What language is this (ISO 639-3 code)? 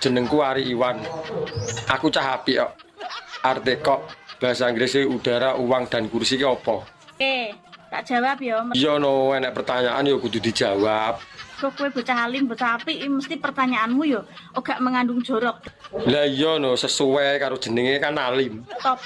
jav